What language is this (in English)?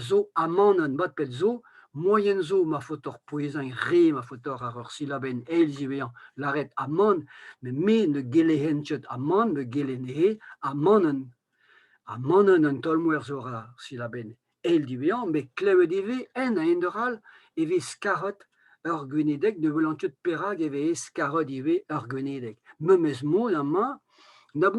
Breton